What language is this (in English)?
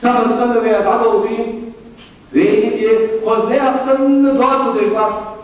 Ingush